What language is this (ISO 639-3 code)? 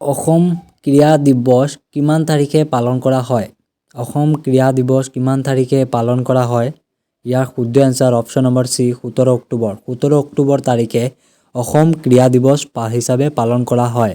asm